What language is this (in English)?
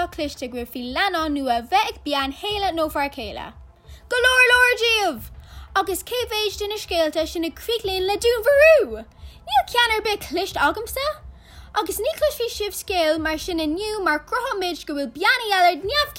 Irish